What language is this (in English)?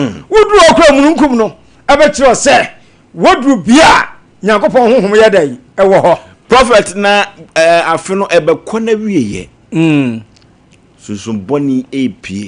Akan